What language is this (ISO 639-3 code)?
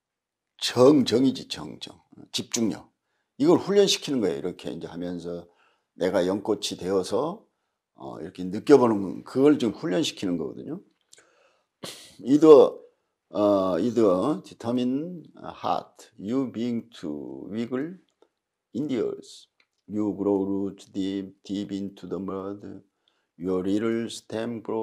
kor